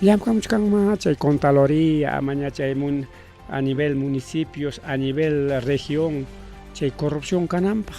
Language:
Ayacucho Quechua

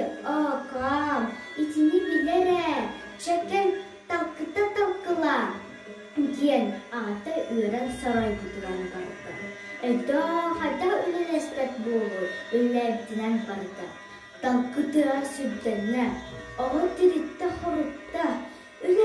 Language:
Yakut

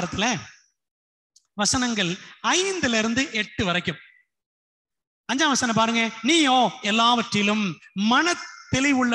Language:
Tamil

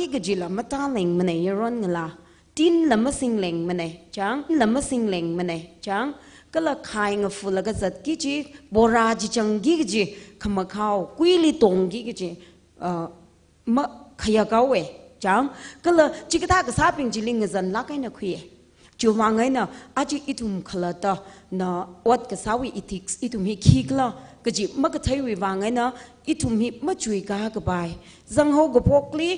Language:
Tangkhul Naga (India)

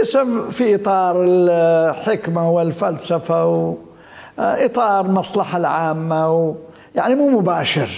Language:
Mesopotamian Arabic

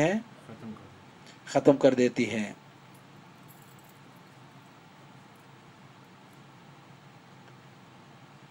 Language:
Urdu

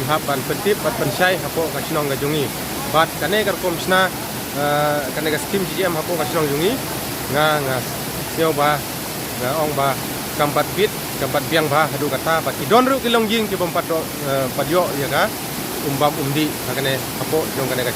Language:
Khasi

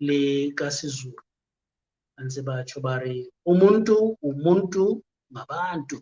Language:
Southern Sotho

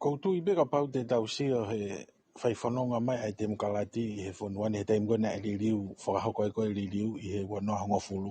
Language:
Tongan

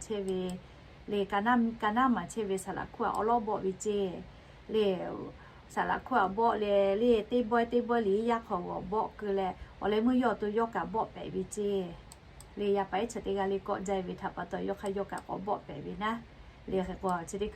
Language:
Lahu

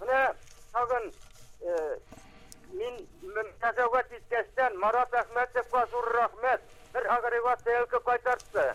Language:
Tatar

